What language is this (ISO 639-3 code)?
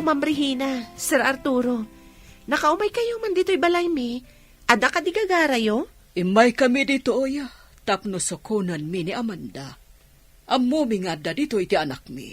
ilo